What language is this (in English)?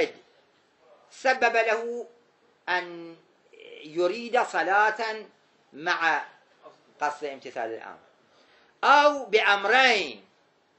Arabic